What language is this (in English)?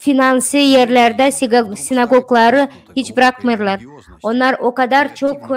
Gagauz